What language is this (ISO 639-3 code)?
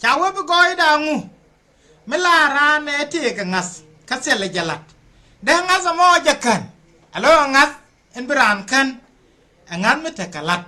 nus